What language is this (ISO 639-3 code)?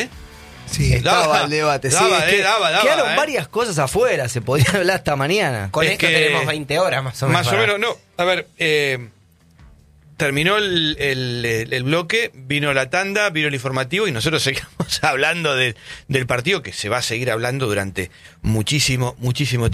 spa